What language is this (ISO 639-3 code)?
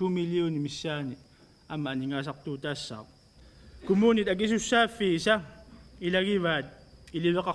kal